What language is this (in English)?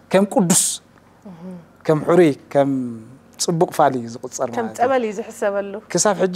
Tigrinya